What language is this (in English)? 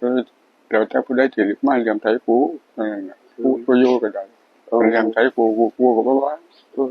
Northeastern Thai